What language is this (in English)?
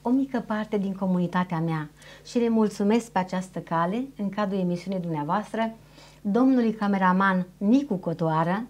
Romanian